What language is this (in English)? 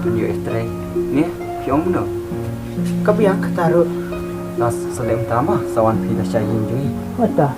Khasi